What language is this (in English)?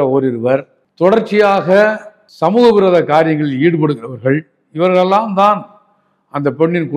Tamil